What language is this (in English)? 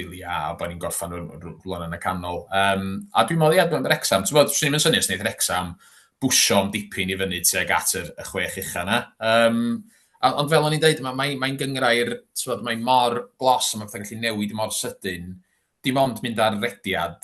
Welsh